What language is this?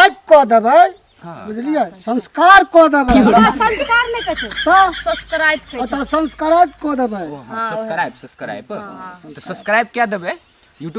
Maithili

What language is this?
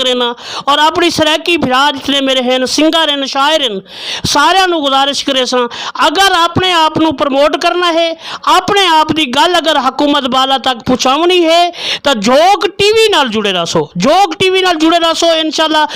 Saraiki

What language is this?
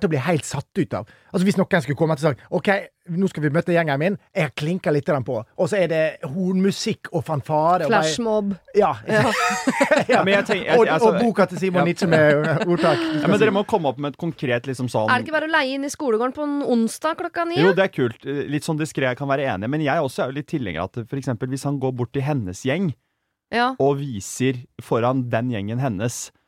Norwegian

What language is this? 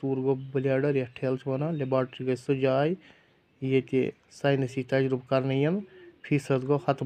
Kashmiri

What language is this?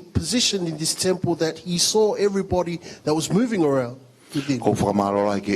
Tongan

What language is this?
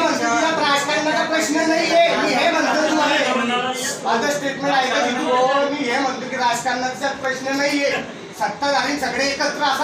Marathi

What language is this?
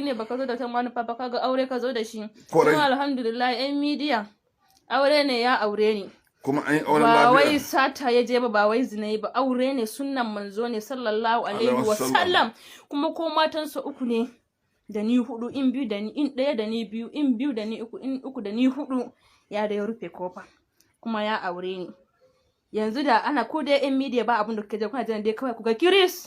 Hausa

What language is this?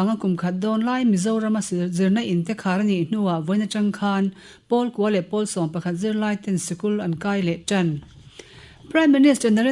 Mizo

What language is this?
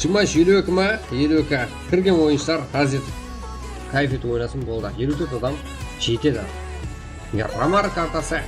Kara-Kalpak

